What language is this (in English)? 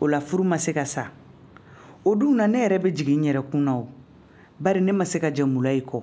Bambara